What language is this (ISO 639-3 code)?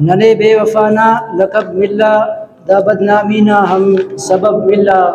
brh